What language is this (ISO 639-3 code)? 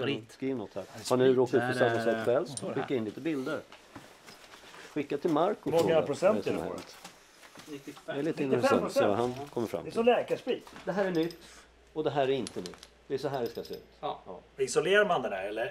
swe